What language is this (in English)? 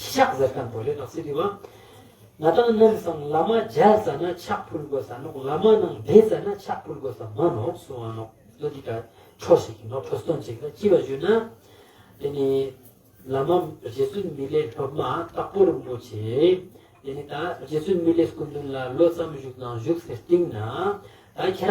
Ladakhi